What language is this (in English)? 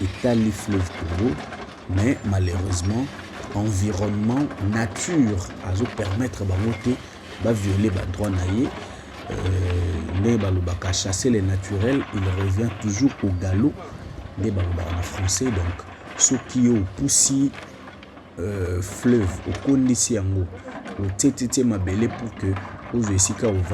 Lingala